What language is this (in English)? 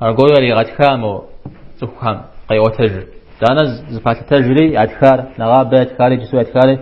Kabardian